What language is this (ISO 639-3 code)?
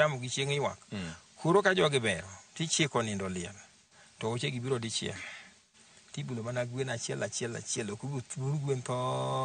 luo